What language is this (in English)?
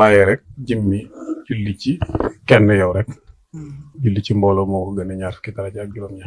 Wolof